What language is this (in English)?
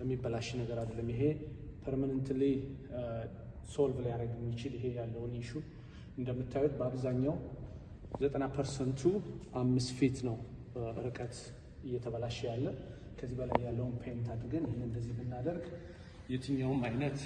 Amharic